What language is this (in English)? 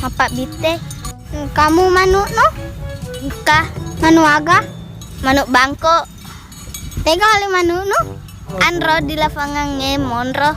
Buginese